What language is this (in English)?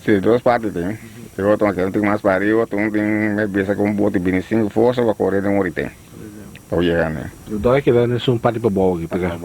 Papiamento